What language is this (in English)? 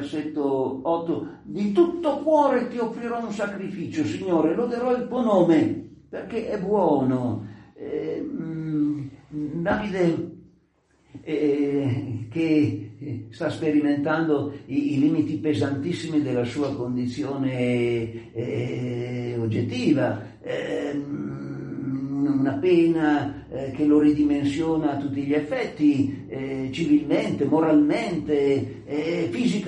Italian